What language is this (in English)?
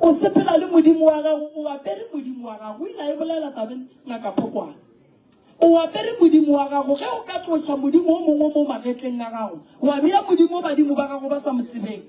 Northern Sotho